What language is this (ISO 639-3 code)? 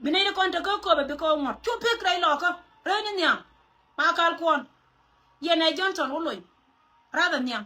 nus